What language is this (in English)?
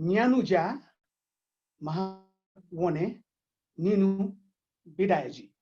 Newari